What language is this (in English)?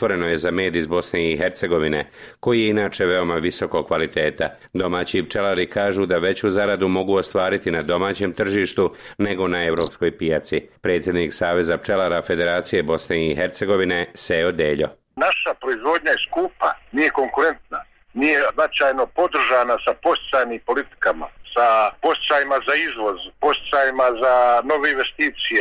Bosnian